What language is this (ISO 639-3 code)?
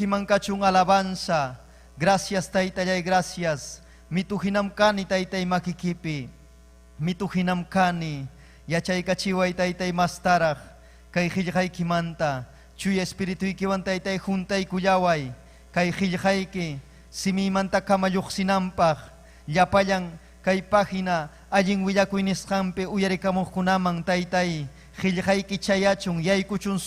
quy